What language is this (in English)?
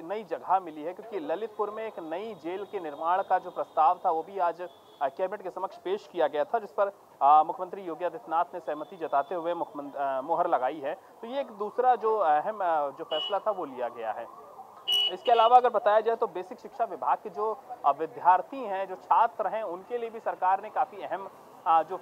Hindi